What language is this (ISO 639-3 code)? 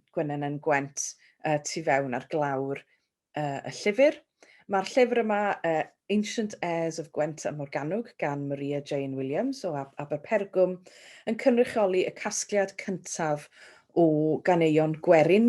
cym